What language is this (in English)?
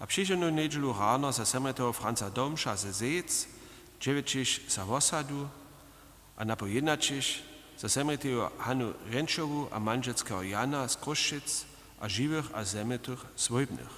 Upper Sorbian